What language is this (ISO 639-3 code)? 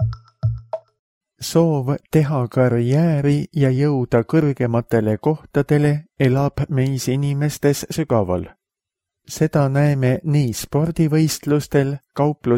est